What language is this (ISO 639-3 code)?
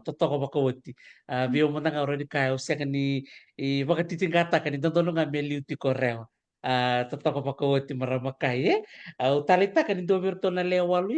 fij